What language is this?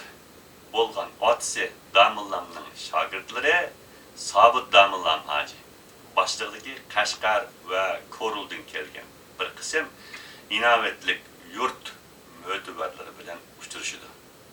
Uyghur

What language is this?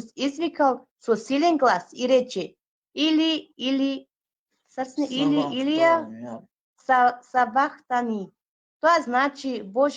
Balkan Romani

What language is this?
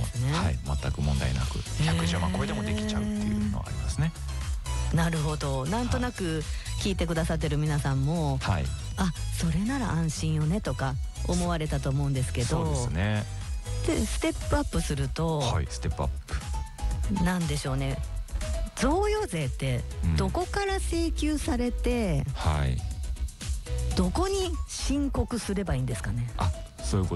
Japanese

